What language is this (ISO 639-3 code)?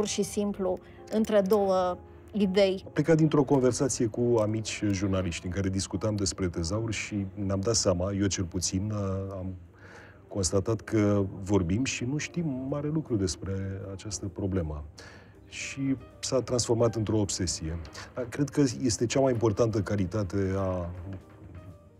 ron